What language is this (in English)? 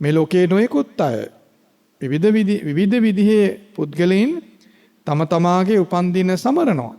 Sinhala